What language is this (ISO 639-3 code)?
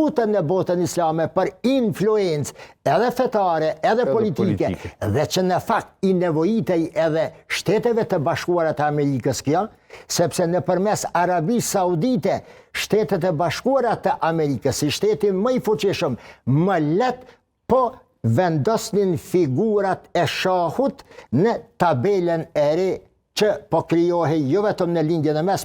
sqi